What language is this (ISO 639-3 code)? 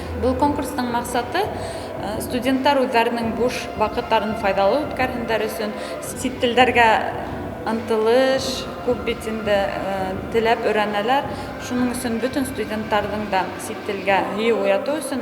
bak